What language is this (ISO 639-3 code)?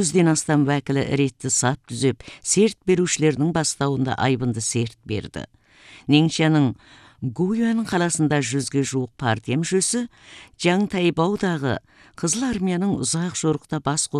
kaz